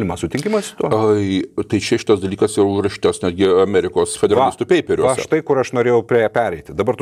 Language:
Lithuanian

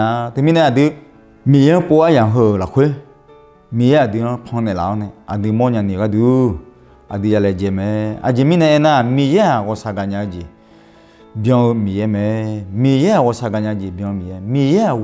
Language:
Akha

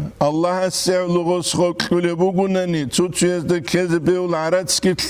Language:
Avaric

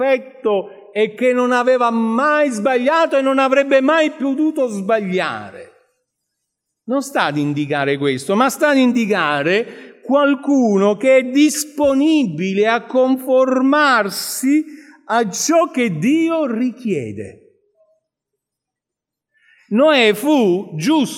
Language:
Italian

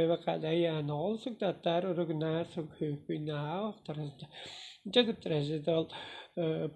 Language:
Tuvinian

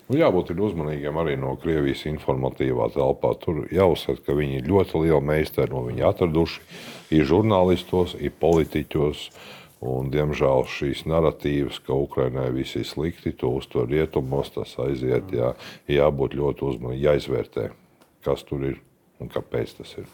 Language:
Latvian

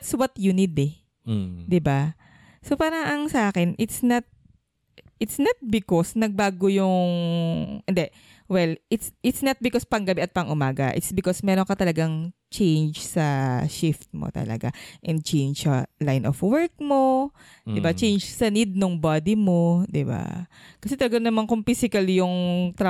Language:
Filipino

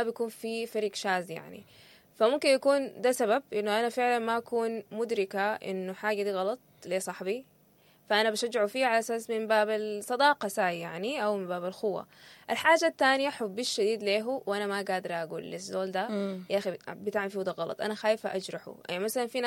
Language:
Sudanese Arabic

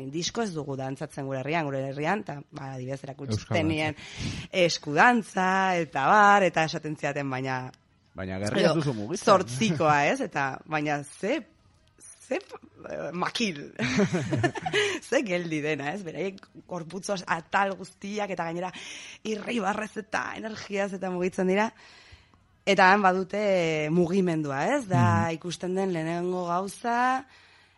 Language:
Basque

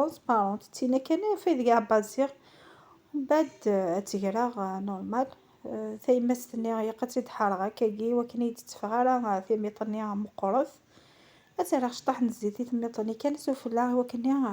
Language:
Kabyle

